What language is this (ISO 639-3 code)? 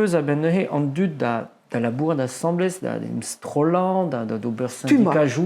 bre